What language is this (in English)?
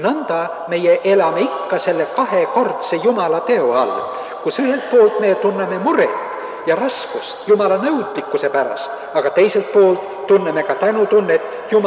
Estonian